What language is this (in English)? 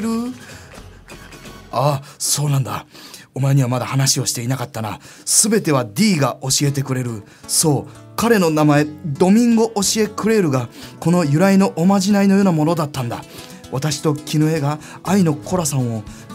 Japanese